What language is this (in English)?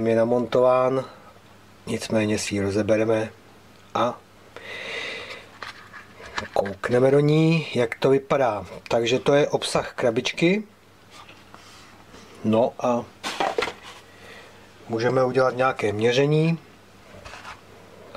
Czech